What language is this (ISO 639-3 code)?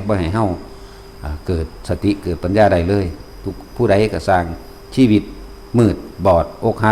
tts